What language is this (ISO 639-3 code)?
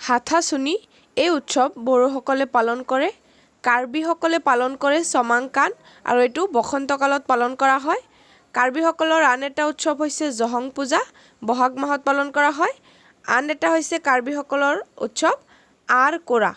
asm